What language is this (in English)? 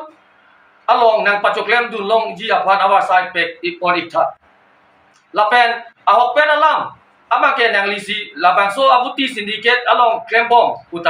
Karbi